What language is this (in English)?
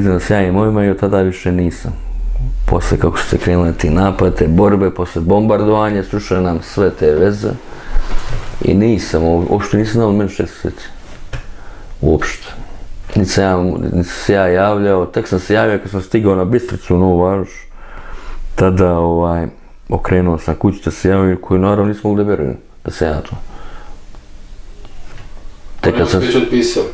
Serbian